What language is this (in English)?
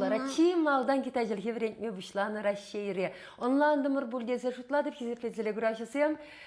Chuvash